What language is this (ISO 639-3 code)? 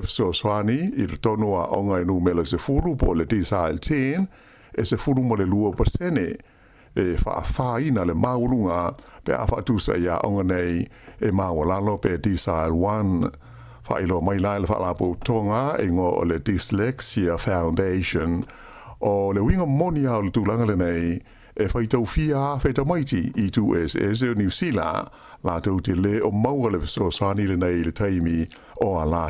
smo